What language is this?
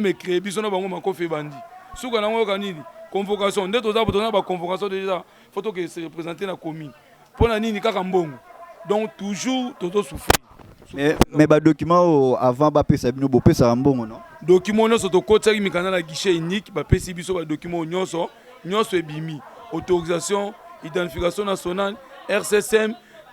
Lingala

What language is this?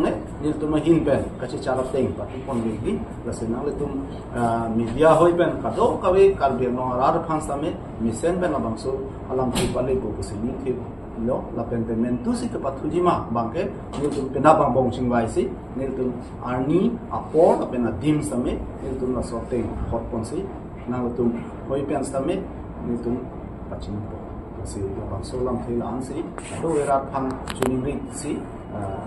Karbi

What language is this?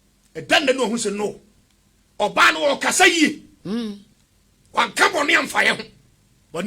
Akan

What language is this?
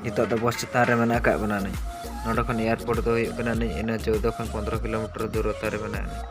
Santali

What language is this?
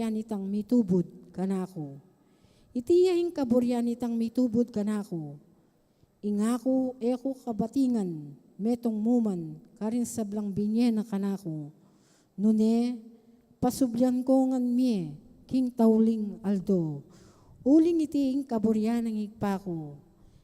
Pampanga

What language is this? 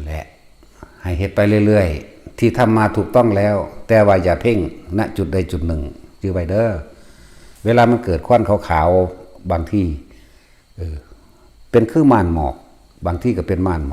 Northeastern Thai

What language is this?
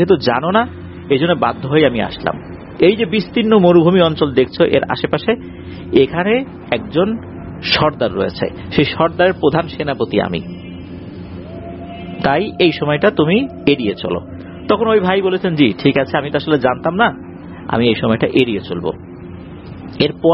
Bangla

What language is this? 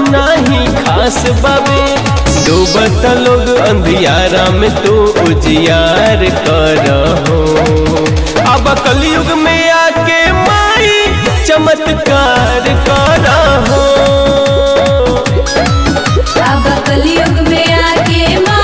Bhojpuri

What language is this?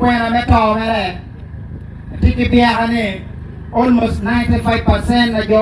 Acoli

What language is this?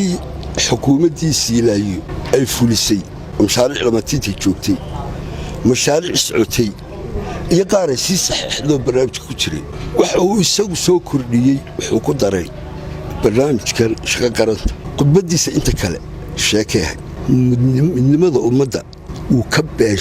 Somali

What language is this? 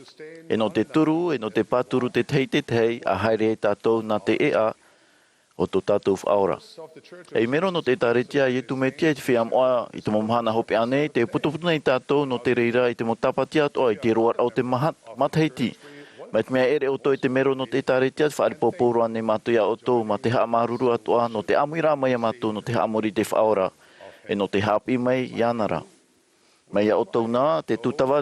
Tahitian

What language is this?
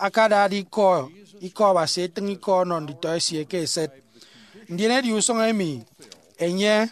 Efik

